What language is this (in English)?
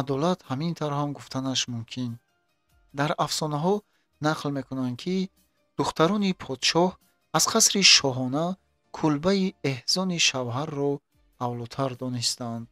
Tajik